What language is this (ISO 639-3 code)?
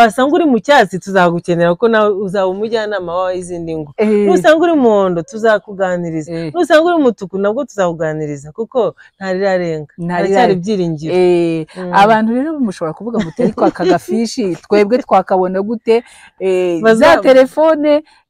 kin